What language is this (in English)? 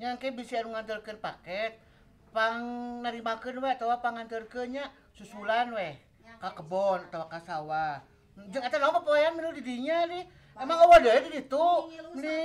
Sundanese